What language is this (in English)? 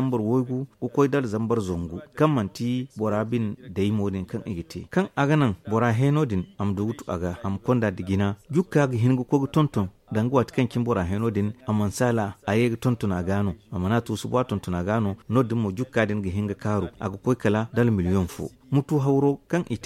Zarma